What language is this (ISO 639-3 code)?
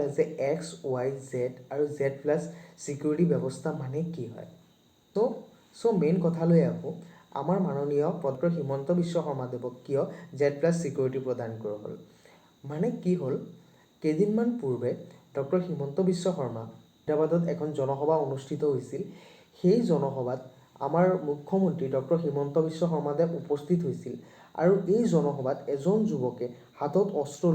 asm